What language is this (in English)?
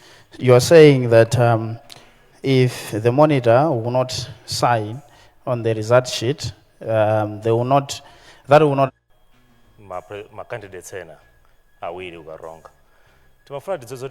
Nyanja